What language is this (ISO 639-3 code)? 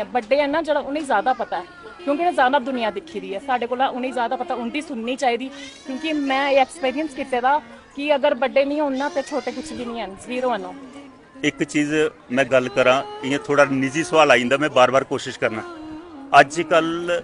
doi